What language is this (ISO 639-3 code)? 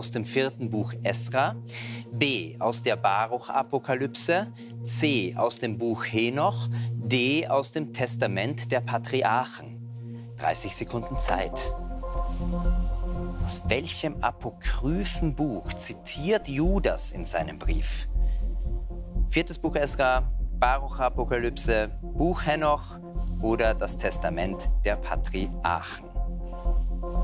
deu